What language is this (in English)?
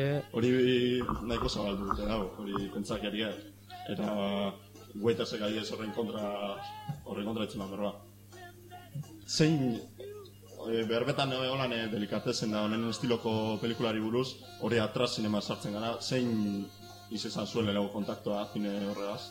Basque